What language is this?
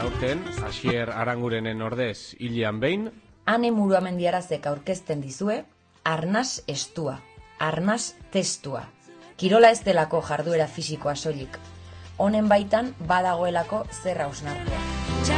Basque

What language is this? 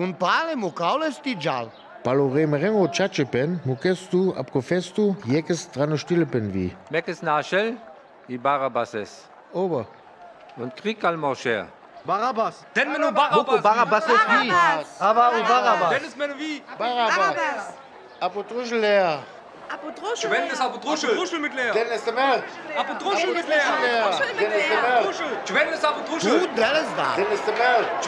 Sinte Romani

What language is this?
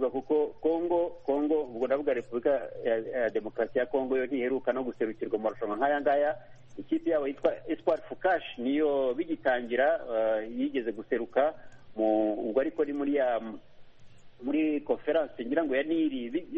Kinyarwanda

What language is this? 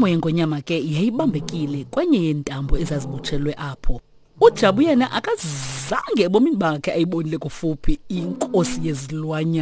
Xhosa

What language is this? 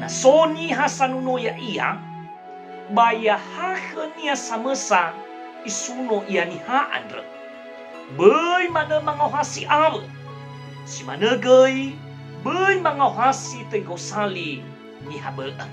Nias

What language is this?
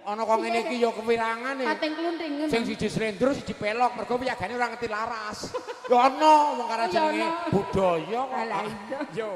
Javanese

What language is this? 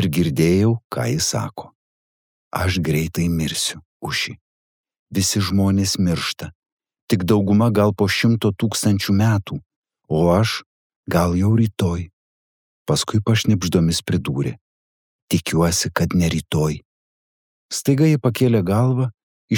Lithuanian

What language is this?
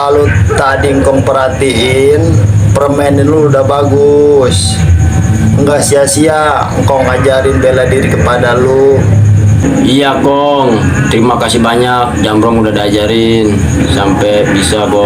Betawi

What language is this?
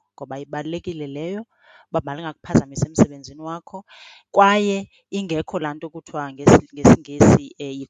Xhosa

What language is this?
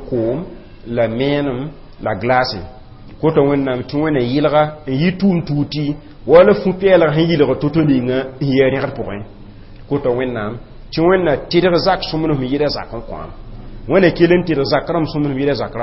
Mossi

